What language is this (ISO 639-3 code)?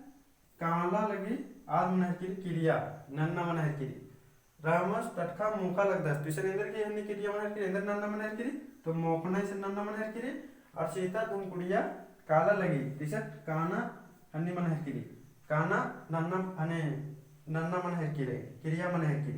kru